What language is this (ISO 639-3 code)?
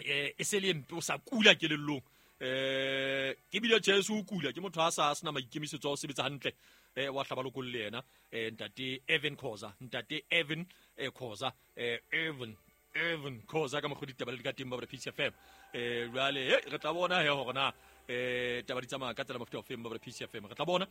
sot